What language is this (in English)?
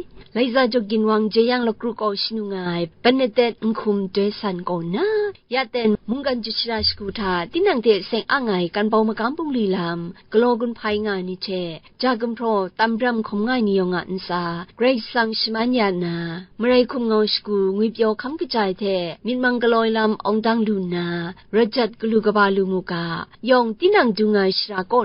Kachin